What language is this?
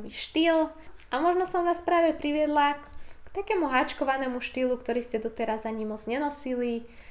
Slovak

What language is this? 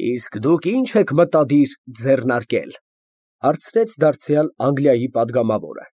Armenian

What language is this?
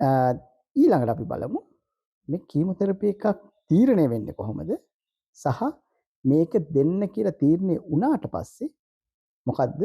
Sinhala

